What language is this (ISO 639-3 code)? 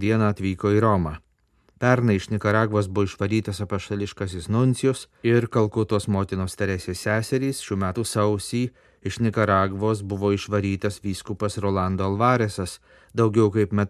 lit